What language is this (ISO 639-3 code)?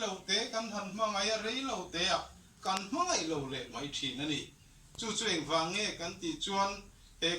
lus